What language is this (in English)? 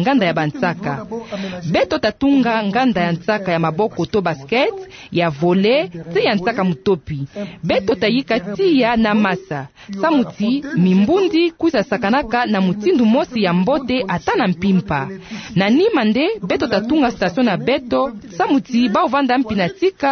Kituba (Democratic Republic of Congo)